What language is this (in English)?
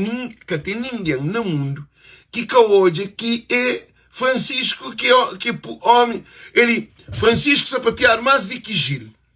Kabuverdianu